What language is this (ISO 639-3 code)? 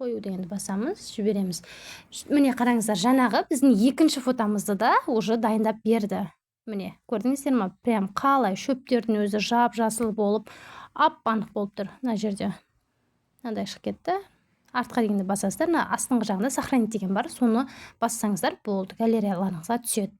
kaz